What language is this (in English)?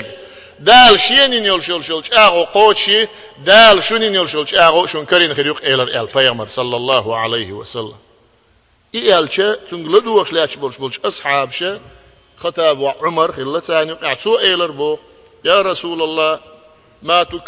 Chechen